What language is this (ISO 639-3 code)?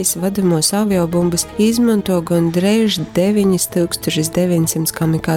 ltg